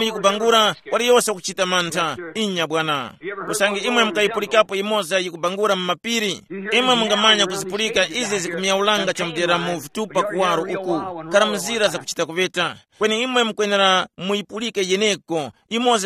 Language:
Tumbuka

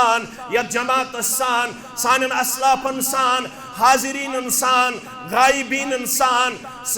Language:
Kashmiri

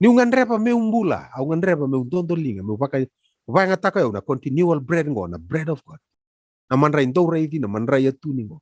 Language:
Fijian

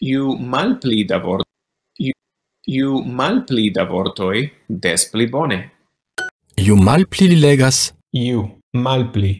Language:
Esperanto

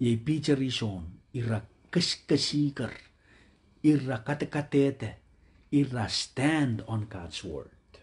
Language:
Pohnpeian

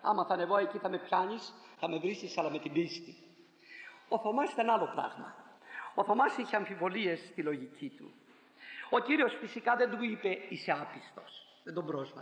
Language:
Greek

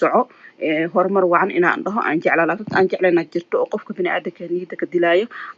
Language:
Somali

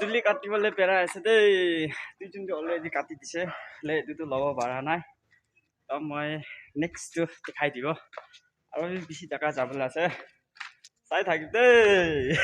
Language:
Naga Pidgin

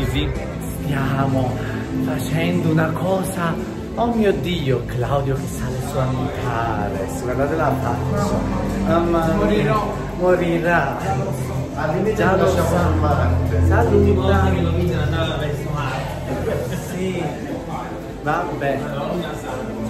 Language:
Italian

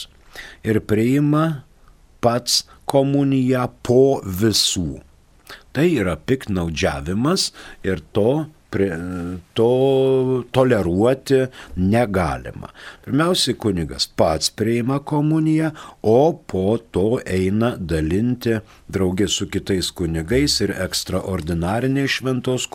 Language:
Lithuanian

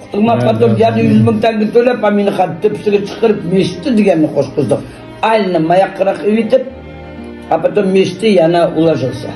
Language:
Uyghur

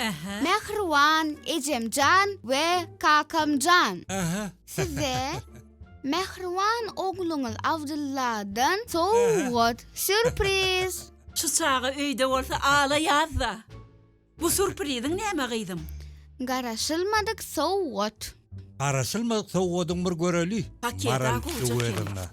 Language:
Turkmen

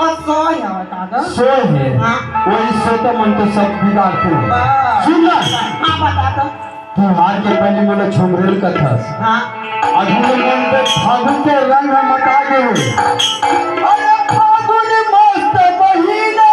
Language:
Chhattisgarhi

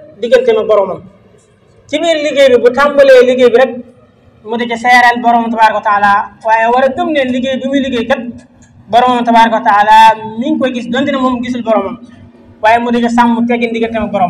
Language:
Wolof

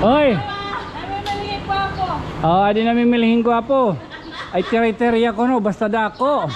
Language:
Waray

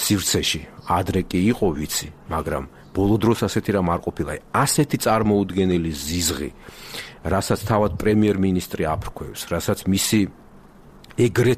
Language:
Georgian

